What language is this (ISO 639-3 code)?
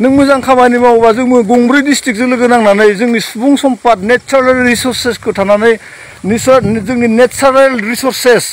brx